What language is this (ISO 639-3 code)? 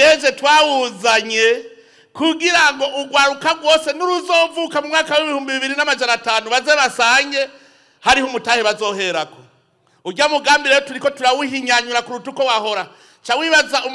run